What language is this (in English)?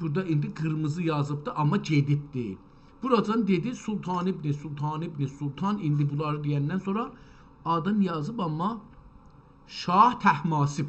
South Azerbaijani